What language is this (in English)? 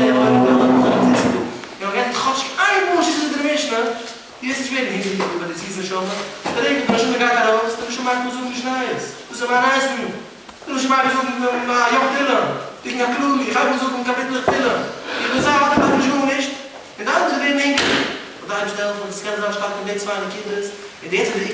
Yiddish